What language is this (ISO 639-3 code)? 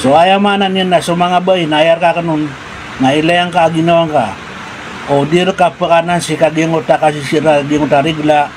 mrw